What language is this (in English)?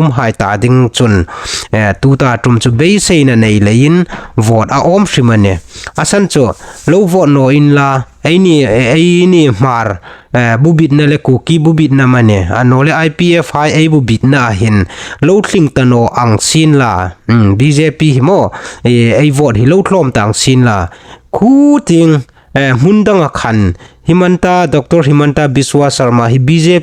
Hmar